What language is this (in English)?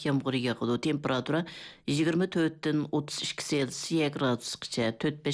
Uyghur